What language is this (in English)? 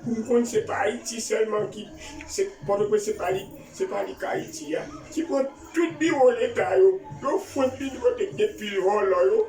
Haitian Creole